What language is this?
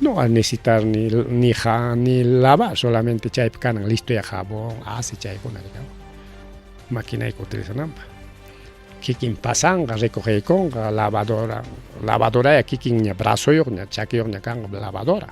Ayacucho Quechua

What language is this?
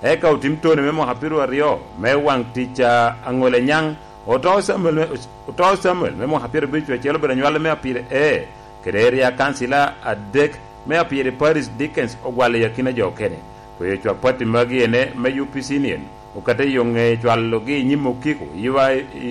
Lango (Uganda)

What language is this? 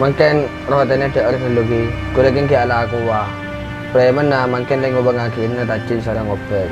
Madurese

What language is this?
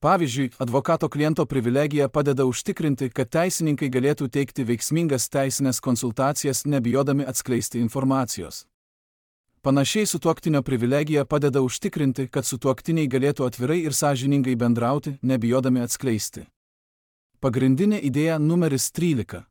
Lithuanian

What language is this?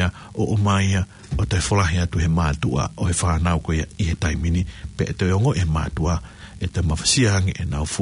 Tongan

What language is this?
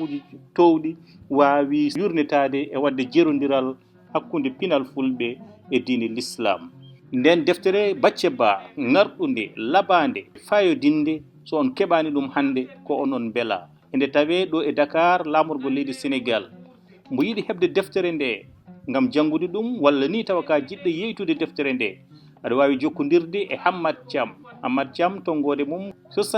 Fula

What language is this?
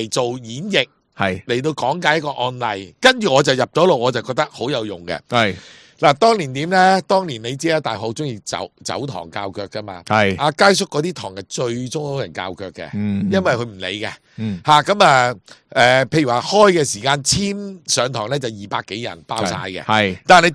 Cantonese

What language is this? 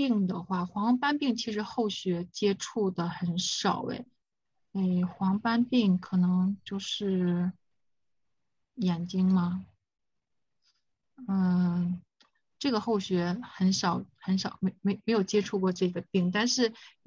Chinese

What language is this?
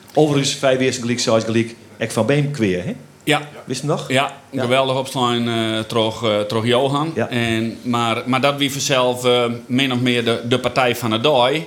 Western Frisian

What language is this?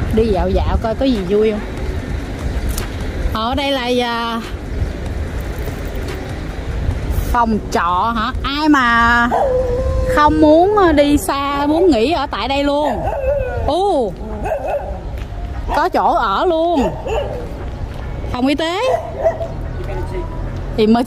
Vietnamese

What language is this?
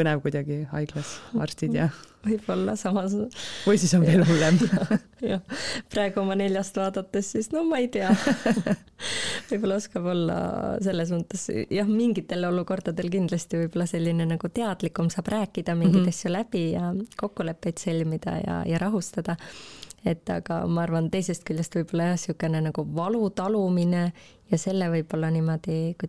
Estonian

